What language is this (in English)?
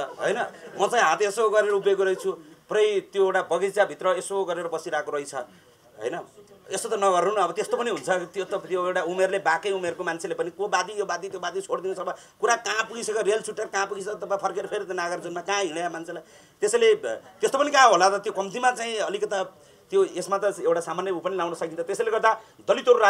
Nepali